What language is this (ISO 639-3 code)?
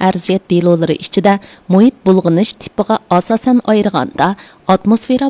uig